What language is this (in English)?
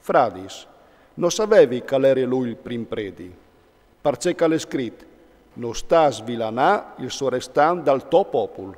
Friulian